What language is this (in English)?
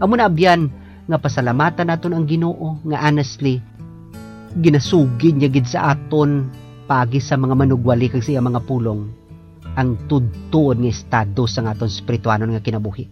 Hiligaynon